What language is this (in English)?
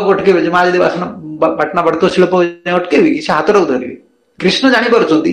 Odia